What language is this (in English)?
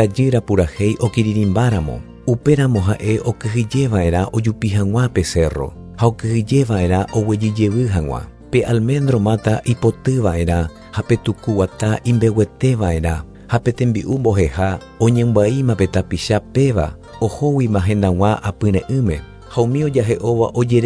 Guarani